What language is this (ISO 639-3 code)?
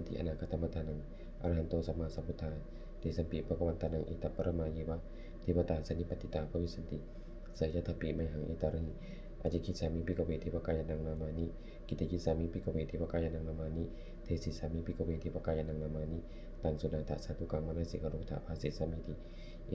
pli